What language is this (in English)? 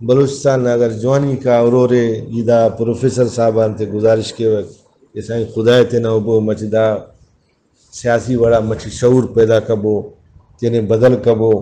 Brahui